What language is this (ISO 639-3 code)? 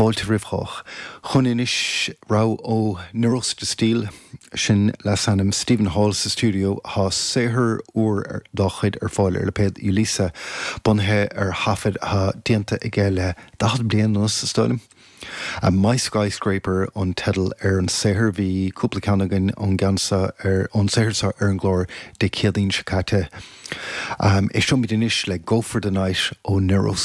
gle